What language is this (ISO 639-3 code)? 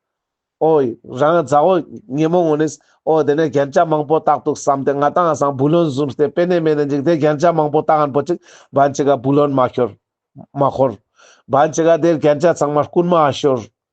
lbj